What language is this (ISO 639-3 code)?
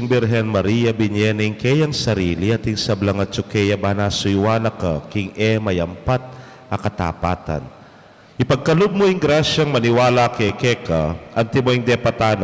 pam